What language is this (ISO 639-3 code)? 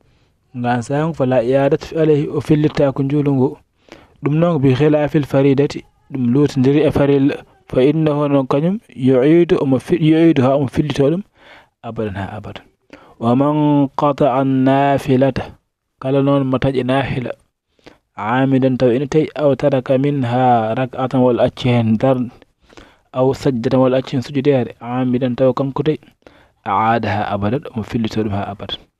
ful